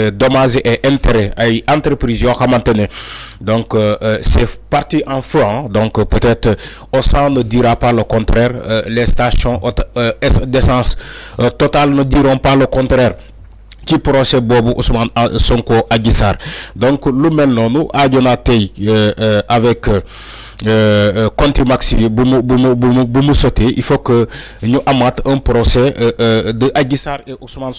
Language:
Wolof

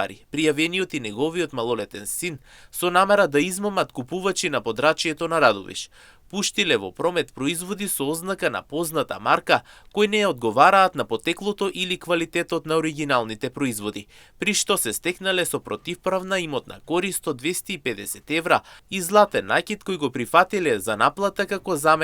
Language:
Macedonian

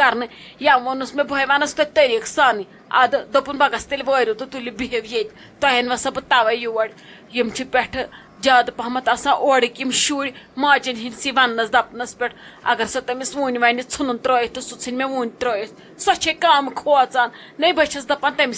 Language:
Kashmiri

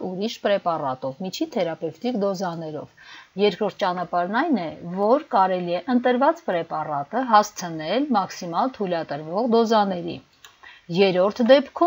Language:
Armenian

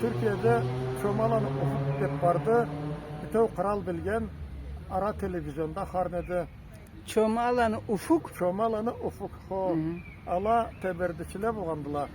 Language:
Karachay-Balkar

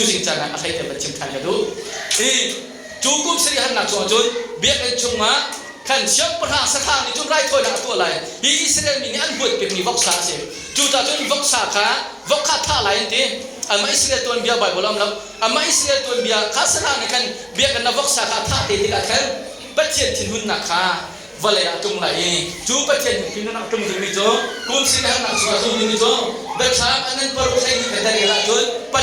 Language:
Hakha Chin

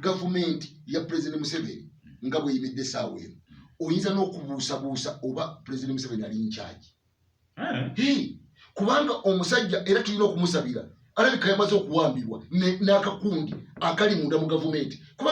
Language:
Ganda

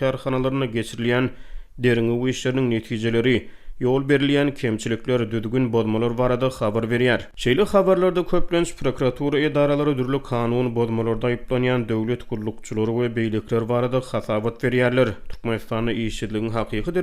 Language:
Turkmen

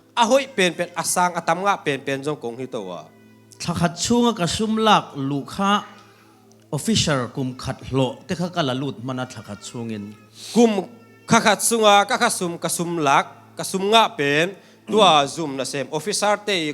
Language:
Tedim Chin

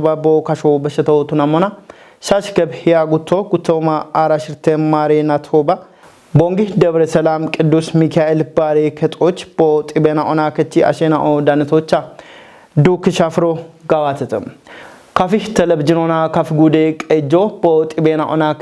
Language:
Kafa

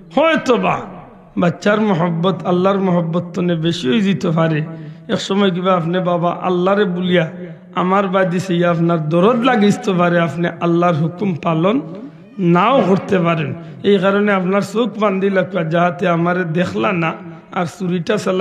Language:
Sylheti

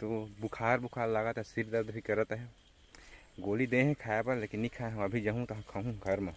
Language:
Chhattisgarhi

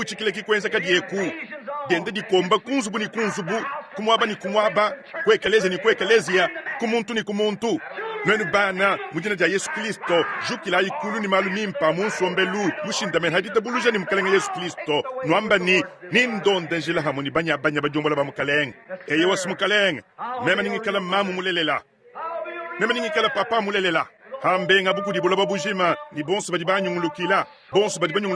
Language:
Luba-Lulua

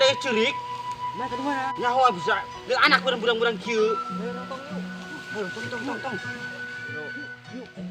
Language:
Sundanese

